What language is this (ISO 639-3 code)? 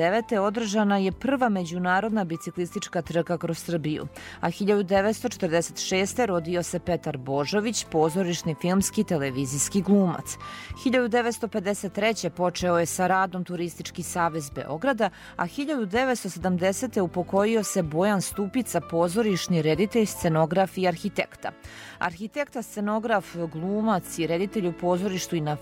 srp